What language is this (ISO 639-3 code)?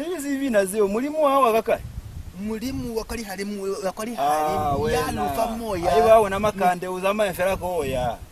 loz